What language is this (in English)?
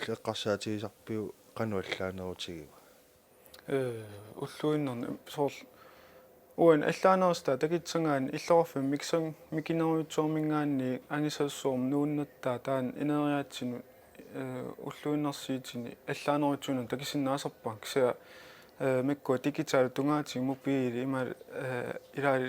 Kalaallisut